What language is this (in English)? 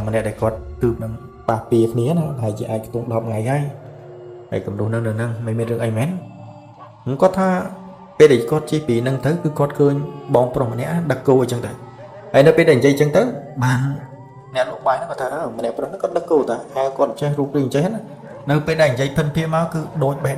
Khmer